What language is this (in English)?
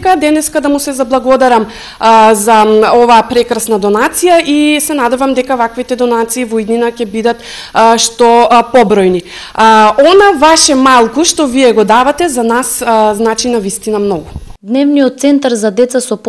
Macedonian